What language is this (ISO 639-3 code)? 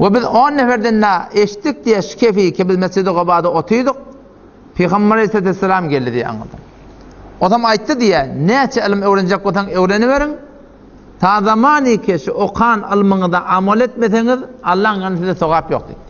tuk